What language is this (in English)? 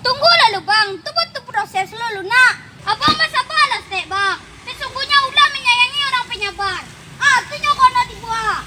Minangkabau